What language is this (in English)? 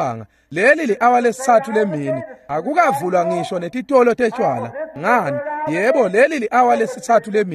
Swati